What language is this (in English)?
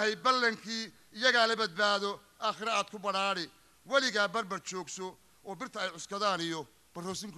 Somali